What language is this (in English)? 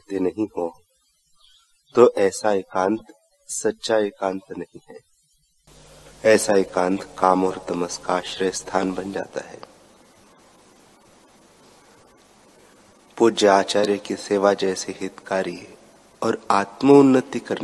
Hindi